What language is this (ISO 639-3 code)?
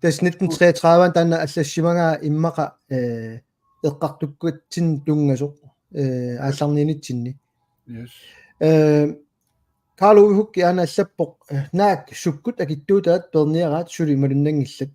kal